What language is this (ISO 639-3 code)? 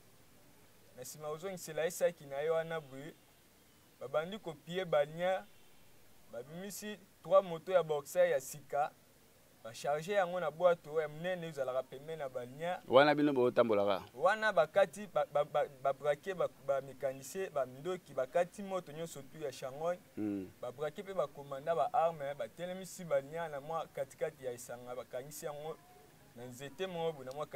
lin